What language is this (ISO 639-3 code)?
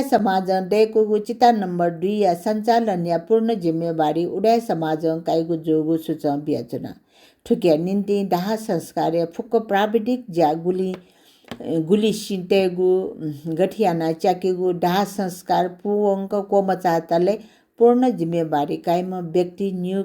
new